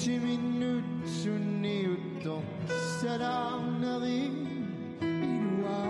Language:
Kalaallisut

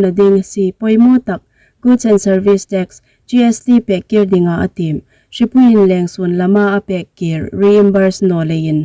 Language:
Hmar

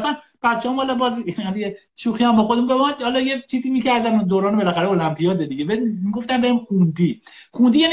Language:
Persian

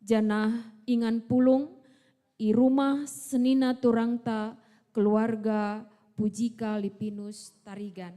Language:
Batak Karo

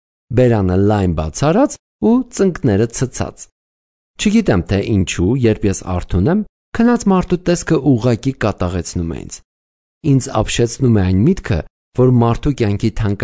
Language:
Armenian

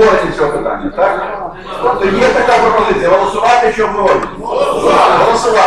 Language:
Ukrainian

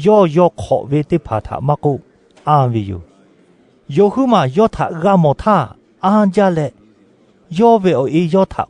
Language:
Lahu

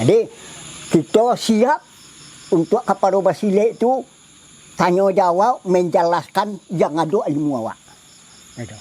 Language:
Minangkabau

